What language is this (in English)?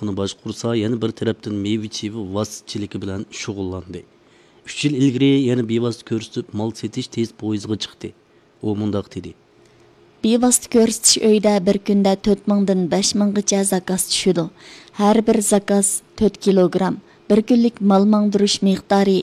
Uyghur